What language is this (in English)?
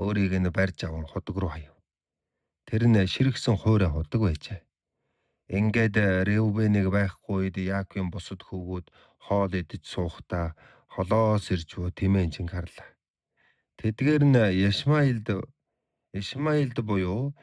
Mongolian